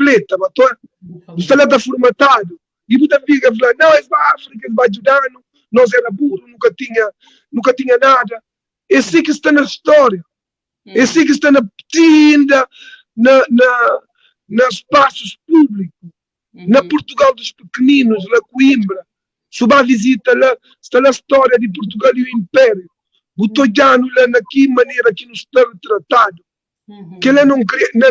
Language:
Kabuverdianu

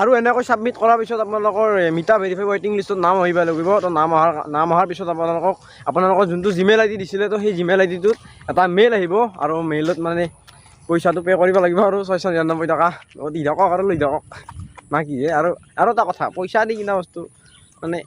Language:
Assamese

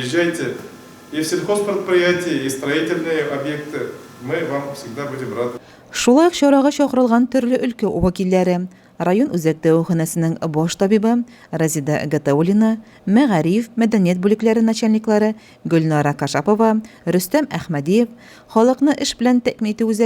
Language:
Tatar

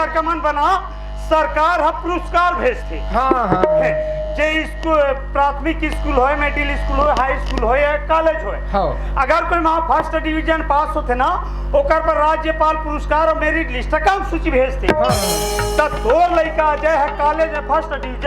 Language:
Chhattisgarhi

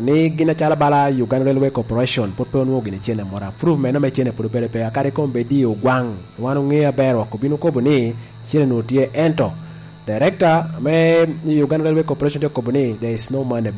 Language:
Lango (Uganda)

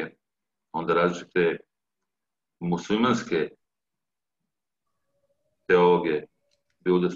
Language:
Serbian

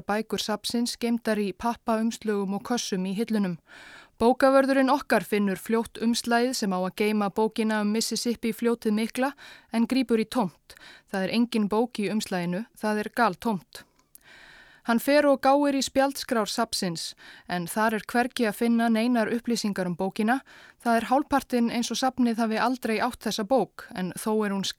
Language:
Icelandic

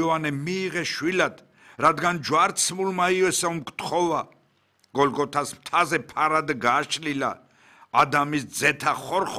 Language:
Georgian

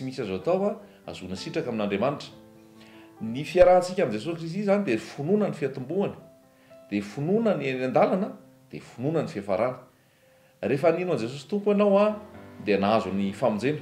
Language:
Malagasy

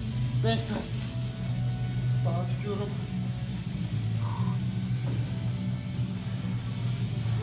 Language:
Turkish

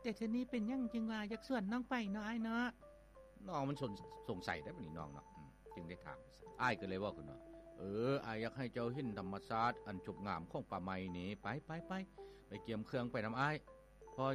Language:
Lao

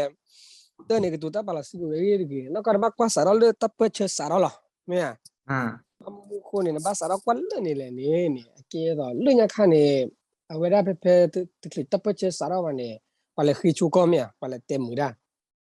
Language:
S'gaw Karen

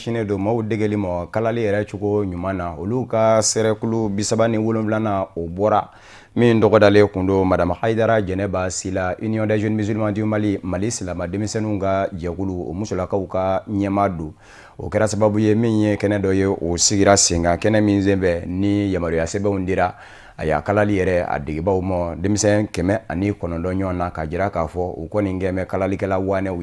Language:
Bambara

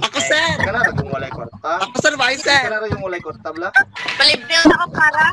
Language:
Cebuano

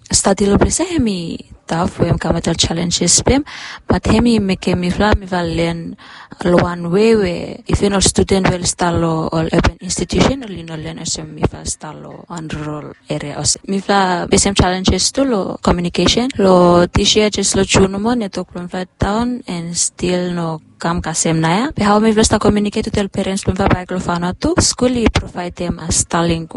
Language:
Bislama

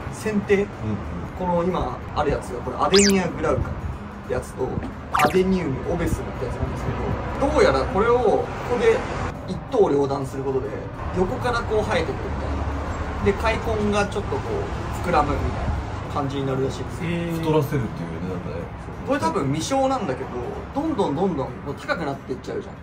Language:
Japanese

